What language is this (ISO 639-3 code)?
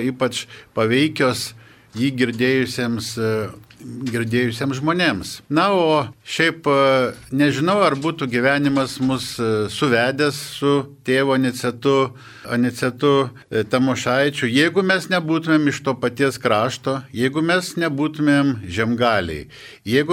lit